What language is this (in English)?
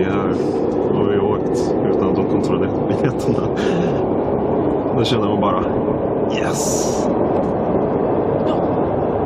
Swedish